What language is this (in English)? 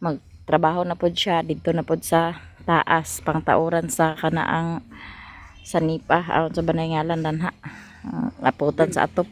Cebuano